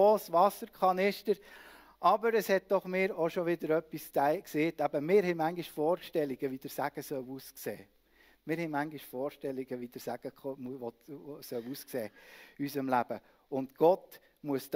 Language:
Swiss German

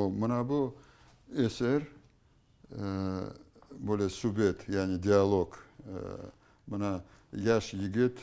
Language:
Crimean Tatar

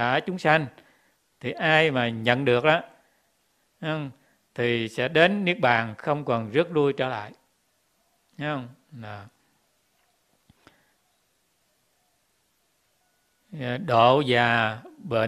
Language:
Vietnamese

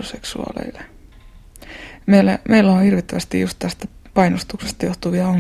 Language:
Finnish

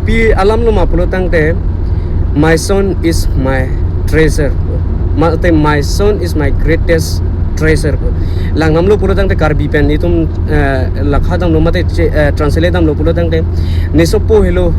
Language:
Karbi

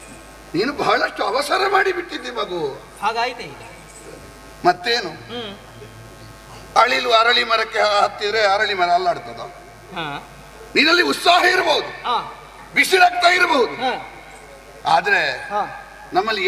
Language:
Kannada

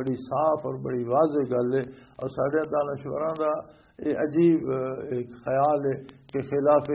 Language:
Western Panjabi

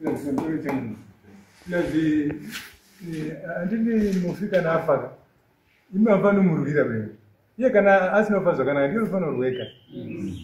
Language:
Shona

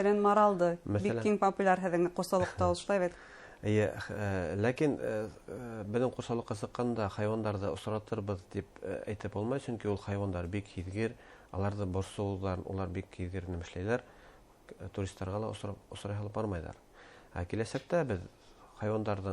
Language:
Bashkir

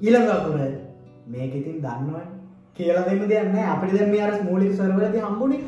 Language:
Sinhala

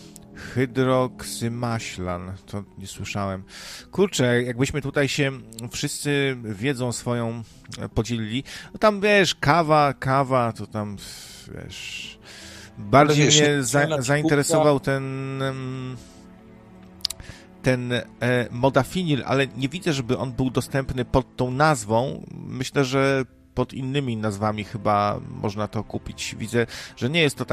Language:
Polish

